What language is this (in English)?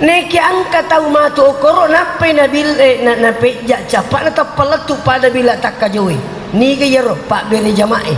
Buginese